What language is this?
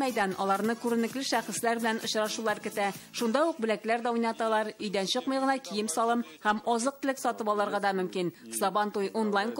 Tatar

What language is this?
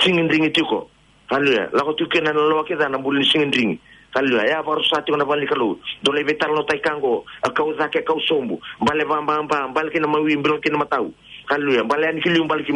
Fijian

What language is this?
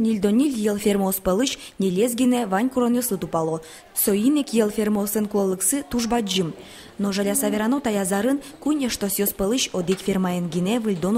Udmurt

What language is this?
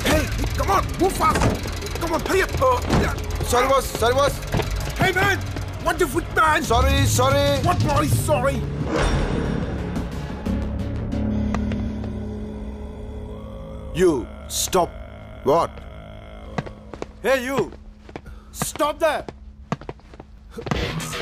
Hindi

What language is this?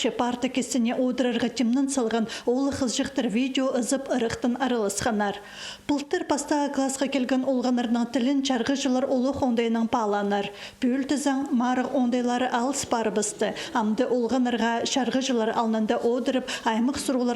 Khakas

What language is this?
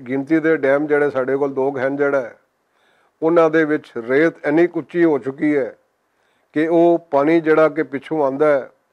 Western Panjabi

